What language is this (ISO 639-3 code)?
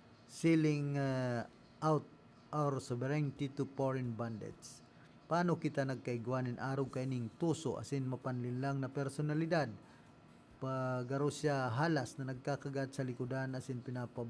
bik